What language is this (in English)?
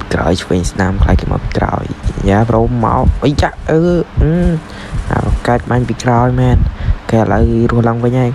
Khmer